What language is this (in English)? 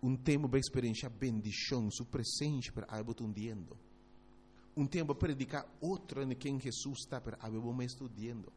Papiamento